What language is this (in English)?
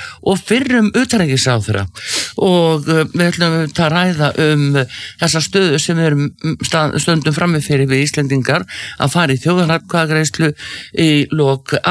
Icelandic